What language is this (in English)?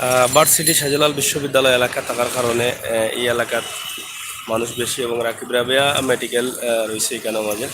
Sylheti